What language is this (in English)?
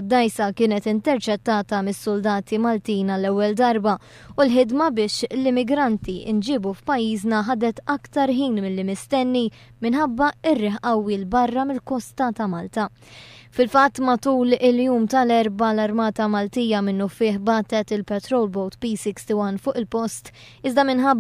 Maltese